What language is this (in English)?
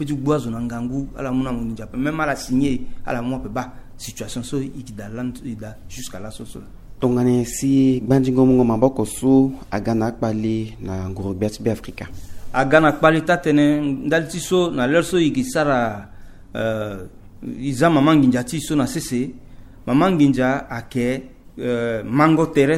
Sango